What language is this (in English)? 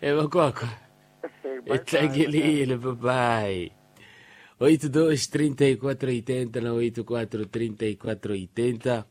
Tsonga